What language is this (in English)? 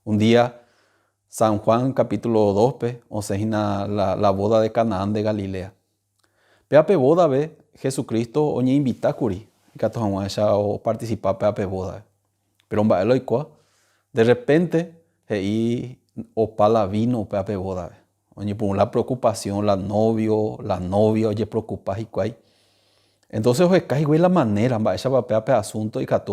Guarani